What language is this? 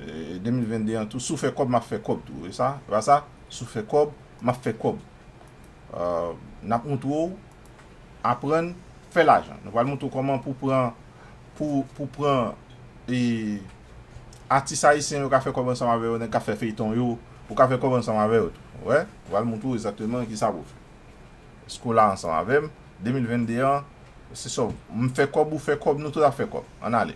Haitian Creole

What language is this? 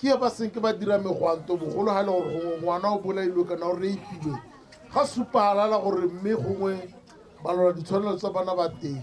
Tswana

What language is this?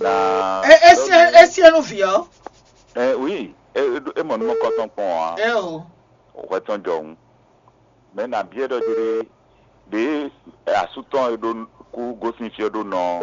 Fon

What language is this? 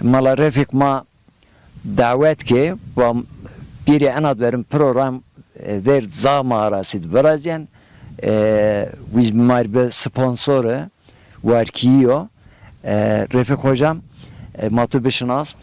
Zaza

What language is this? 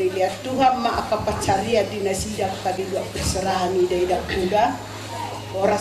Batak Toba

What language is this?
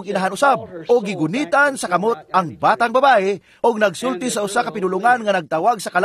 Cebuano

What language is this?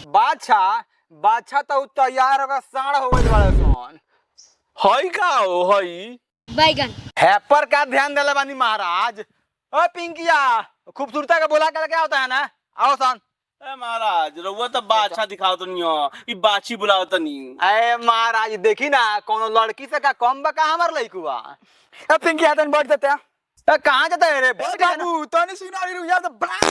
Bhojpuri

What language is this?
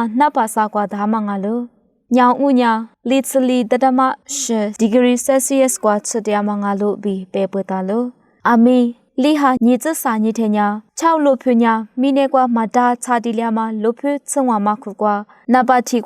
Lisu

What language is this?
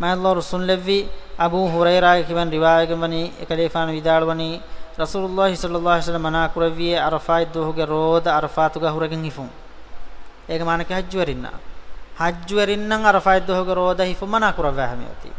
Divehi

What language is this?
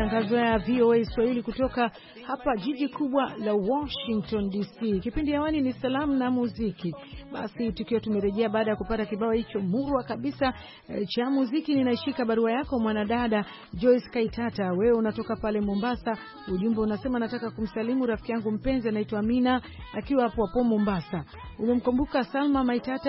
Swahili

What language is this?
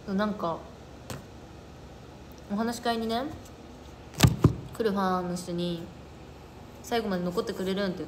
Japanese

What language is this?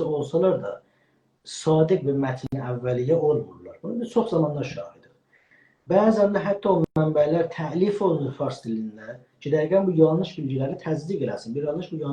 South Azerbaijani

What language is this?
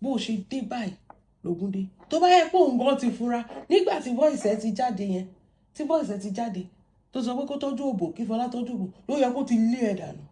Yoruba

